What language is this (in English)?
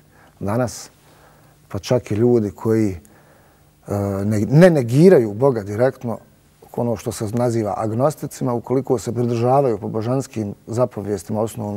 Bosnian